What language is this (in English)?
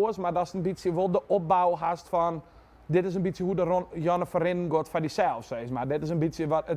Western Frisian